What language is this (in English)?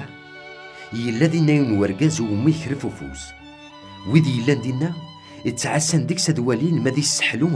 Kabyle